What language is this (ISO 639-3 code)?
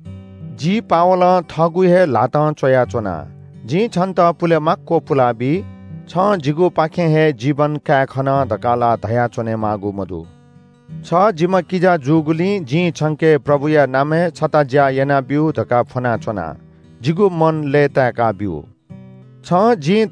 new